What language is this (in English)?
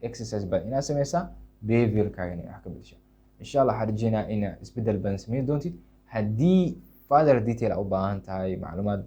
Somali